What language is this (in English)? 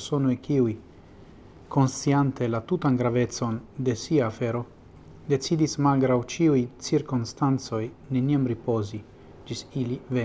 Esperanto